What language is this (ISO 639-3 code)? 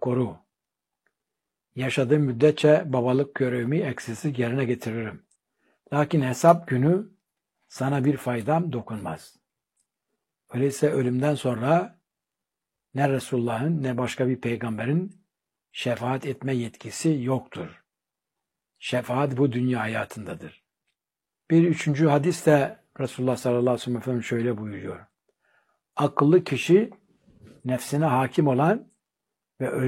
tur